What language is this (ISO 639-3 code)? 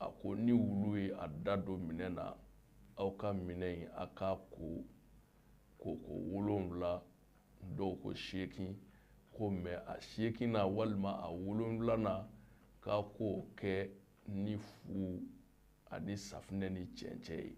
bam